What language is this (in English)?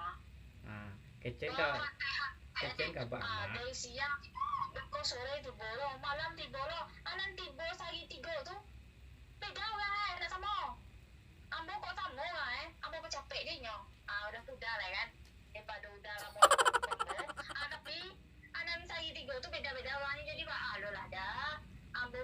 Minangkabau